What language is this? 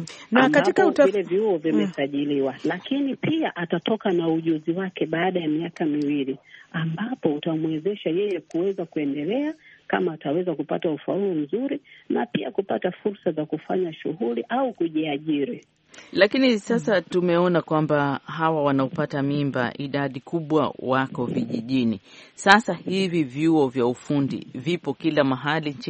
Swahili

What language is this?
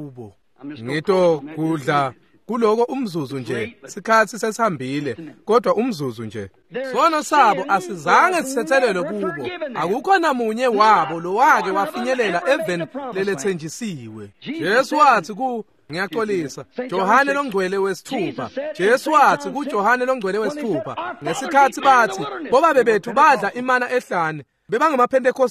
Swati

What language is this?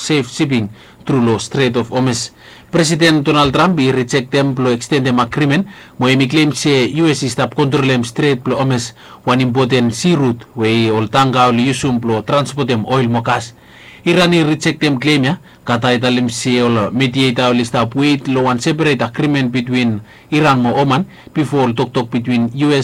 Bislama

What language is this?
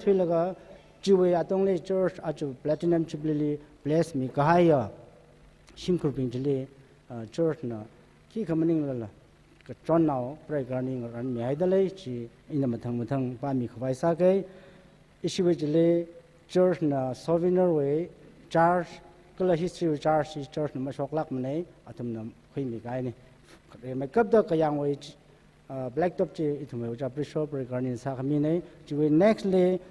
Tangkhul Naga (India)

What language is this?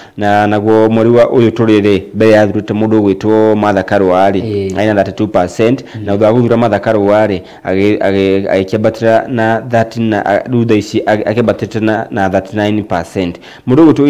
Kikuyu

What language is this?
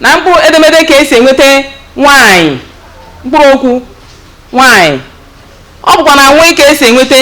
Igbo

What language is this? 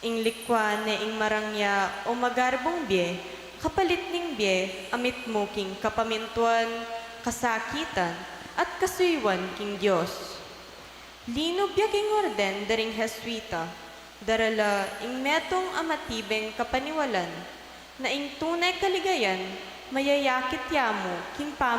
Pampanga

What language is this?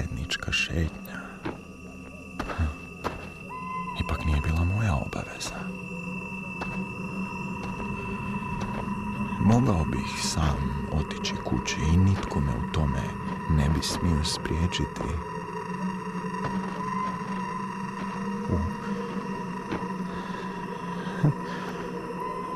Croatian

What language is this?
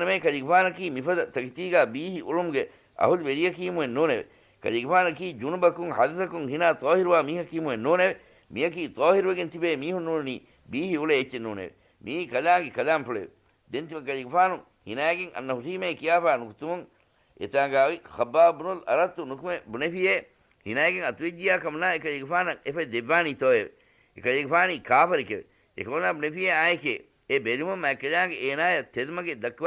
Divehi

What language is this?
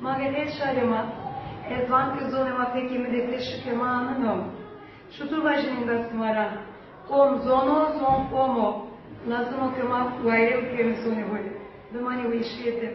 Zaza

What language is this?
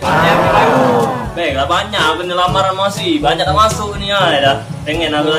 Musi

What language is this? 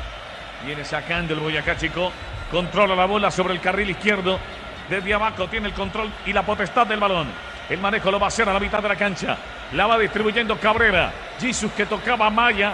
Spanish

